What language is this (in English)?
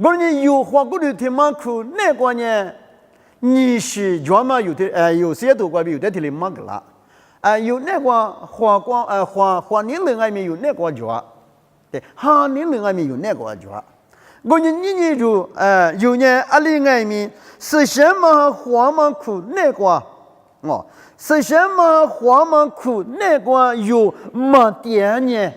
Lisu